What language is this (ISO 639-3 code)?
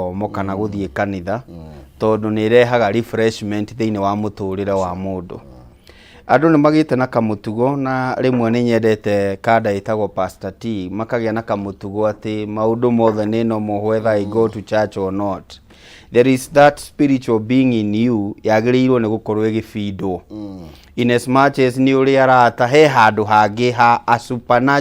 kik